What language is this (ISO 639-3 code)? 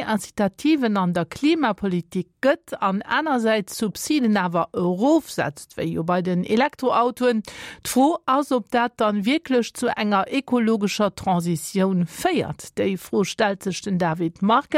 ltz